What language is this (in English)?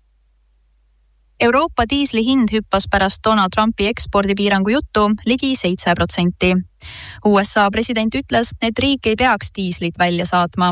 Estonian